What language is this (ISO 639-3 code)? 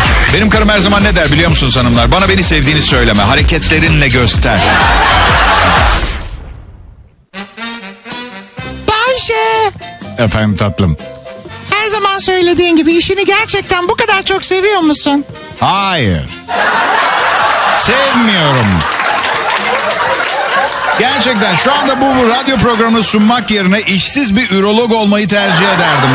tur